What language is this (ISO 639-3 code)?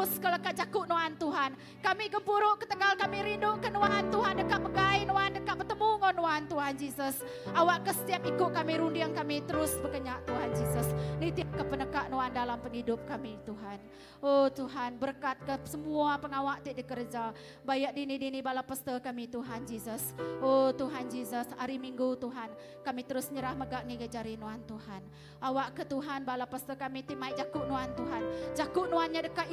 iba